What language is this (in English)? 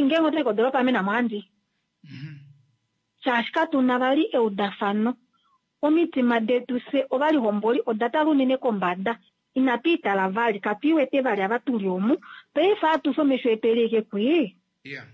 Kuanyama